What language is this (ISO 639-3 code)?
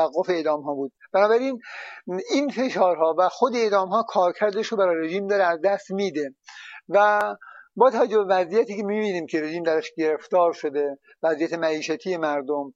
fas